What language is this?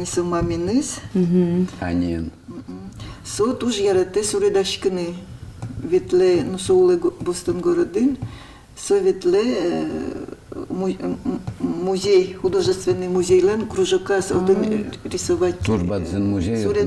Udmurt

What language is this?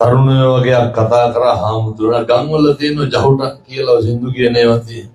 Sinhala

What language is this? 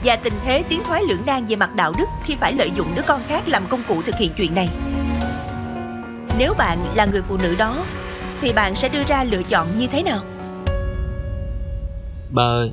Vietnamese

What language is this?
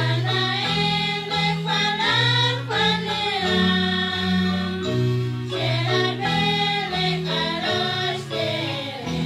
Kekchí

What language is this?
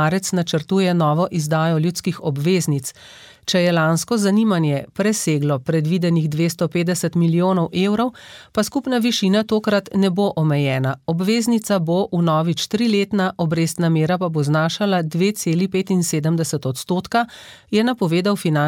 Slovenian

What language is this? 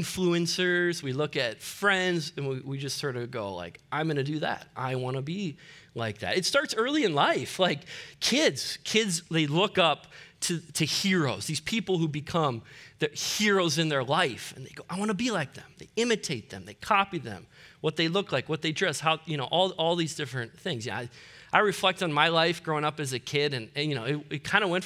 English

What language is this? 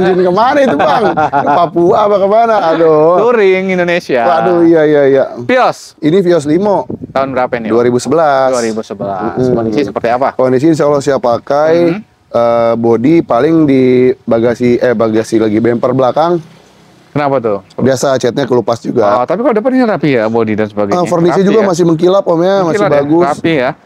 Indonesian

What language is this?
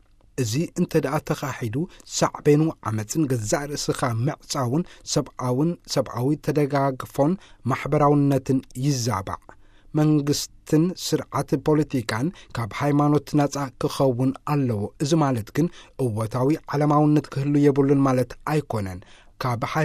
Tigrinya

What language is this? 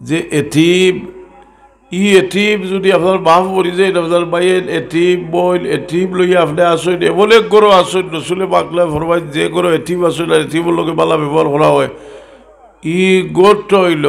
Sylheti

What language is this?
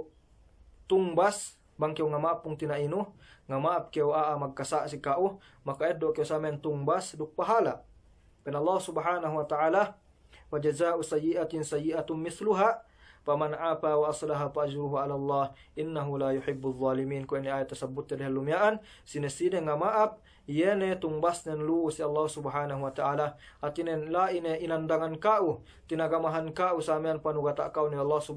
Yakan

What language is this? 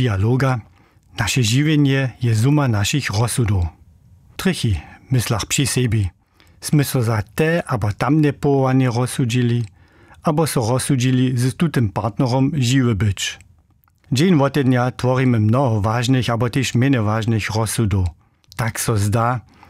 Upper Sorbian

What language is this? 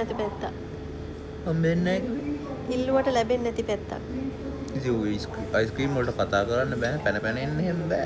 Sinhala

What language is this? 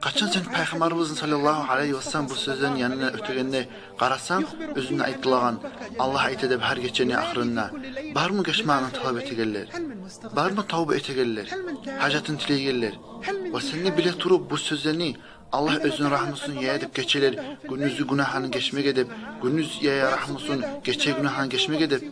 Kumyk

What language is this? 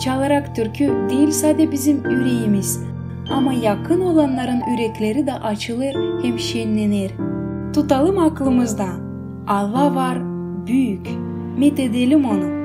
Gagauz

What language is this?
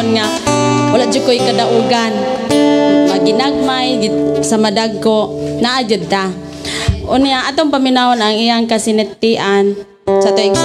Cebuano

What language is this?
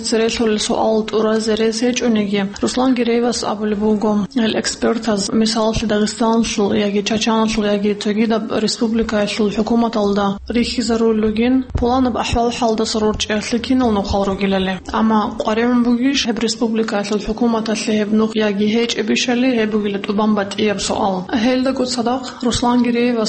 Avaric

